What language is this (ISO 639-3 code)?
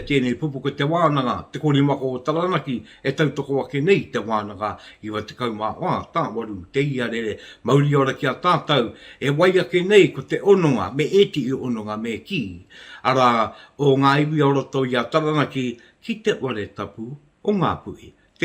mri